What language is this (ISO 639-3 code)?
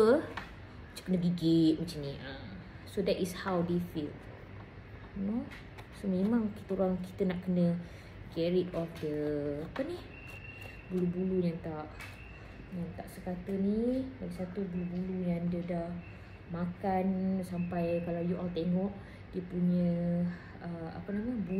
msa